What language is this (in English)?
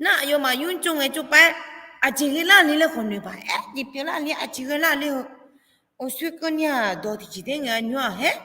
Akha